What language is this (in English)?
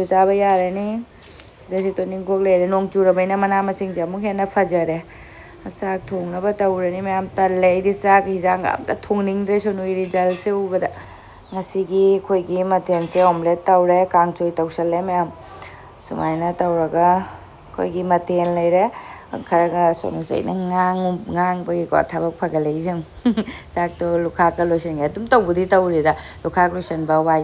Manipuri